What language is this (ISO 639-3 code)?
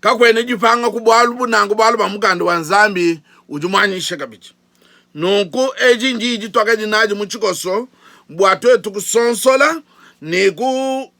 lua